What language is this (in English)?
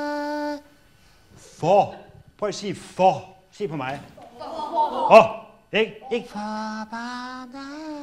Danish